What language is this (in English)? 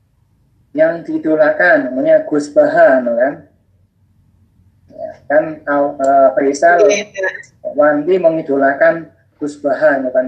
Indonesian